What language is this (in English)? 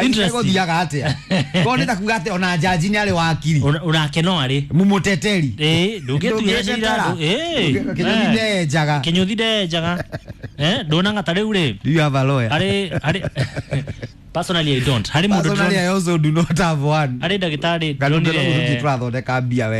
Kikuyu